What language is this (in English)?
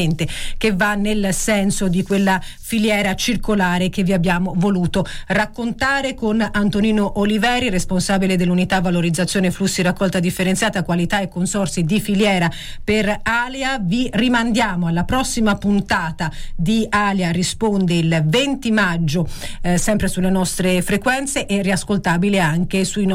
Italian